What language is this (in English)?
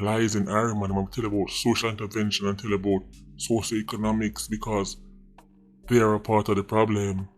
Jamaican Creole English